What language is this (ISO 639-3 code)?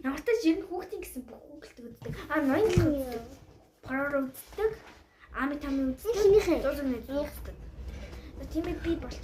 mon